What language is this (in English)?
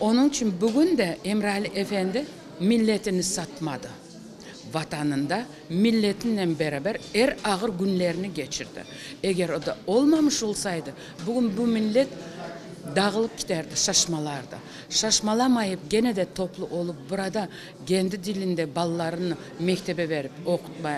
Crimean Tatar